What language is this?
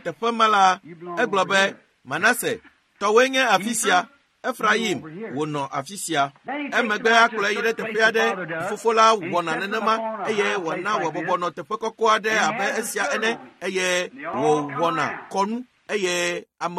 Ewe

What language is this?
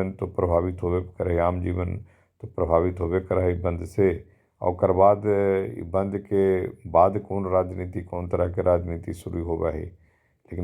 Magahi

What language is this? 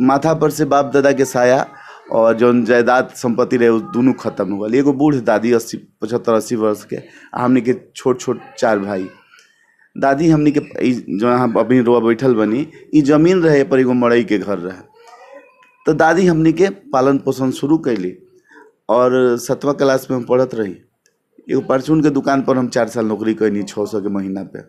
Bhojpuri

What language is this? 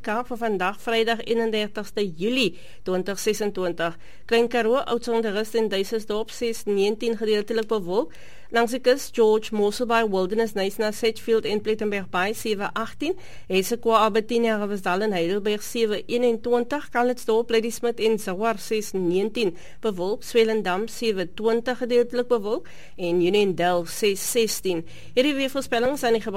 Afrikaans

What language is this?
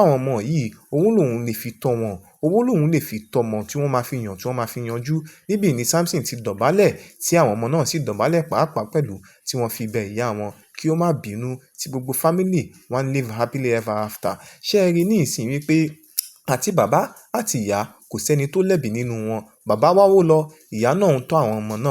Yoruba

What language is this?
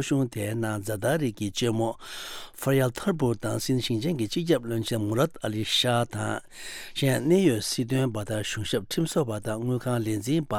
Tibetan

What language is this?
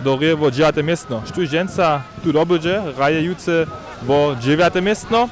Upper Sorbian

